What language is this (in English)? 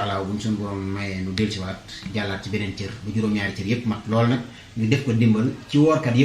Wolof